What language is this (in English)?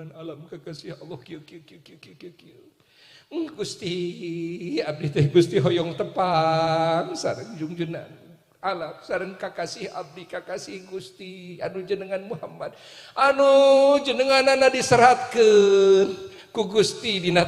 Sundanese